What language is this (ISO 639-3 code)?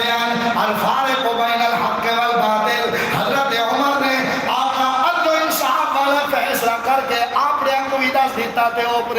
skr